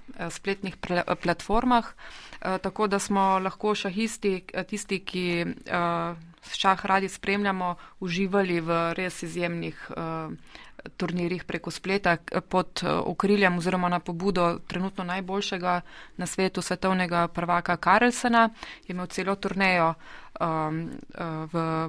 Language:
Slovenian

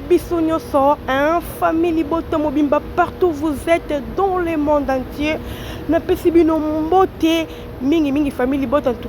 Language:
Lingala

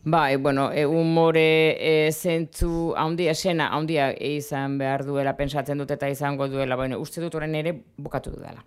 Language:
Basque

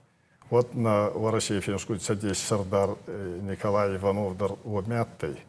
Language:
Ossetic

